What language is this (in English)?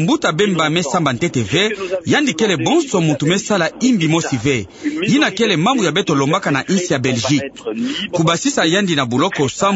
Kituba (Democratic Republic of Congo)